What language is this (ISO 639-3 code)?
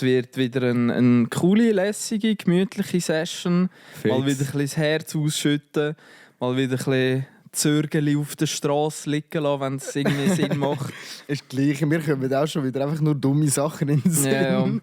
gsw